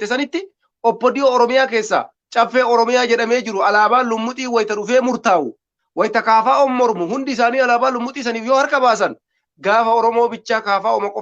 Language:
Oromo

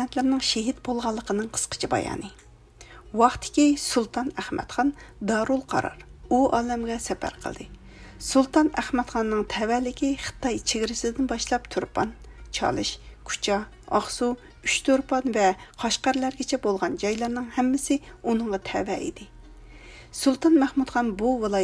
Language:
Uyghur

